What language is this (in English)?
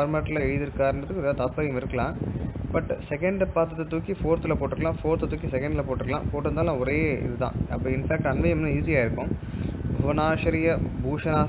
Tamil